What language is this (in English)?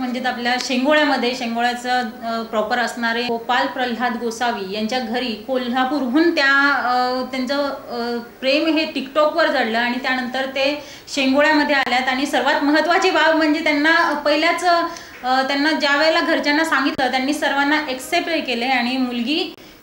Marathi